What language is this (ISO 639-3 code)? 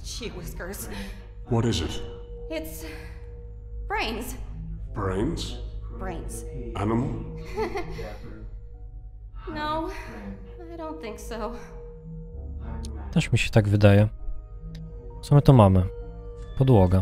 pol